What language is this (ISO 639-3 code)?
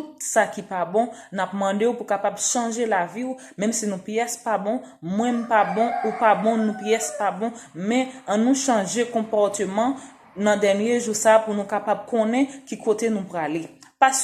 hat